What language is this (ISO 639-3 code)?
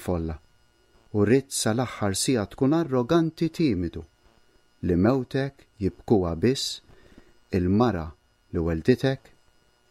mlt